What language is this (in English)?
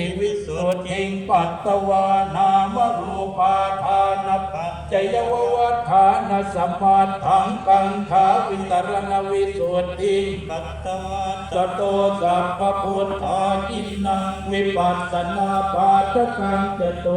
Pali